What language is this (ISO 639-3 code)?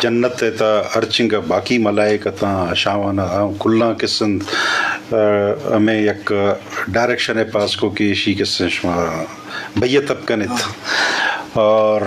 bgp